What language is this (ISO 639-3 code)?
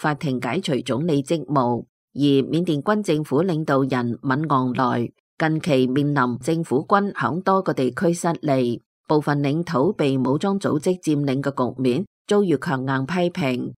yue